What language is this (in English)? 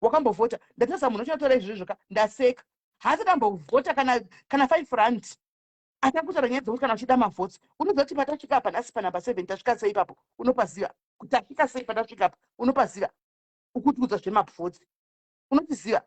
Shona